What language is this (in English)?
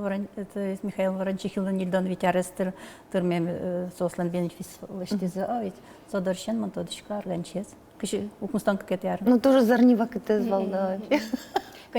Udmurt